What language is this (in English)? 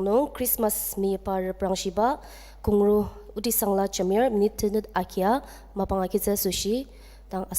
Ao Naga